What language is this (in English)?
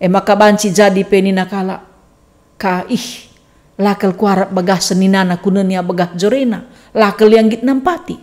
Batak Karo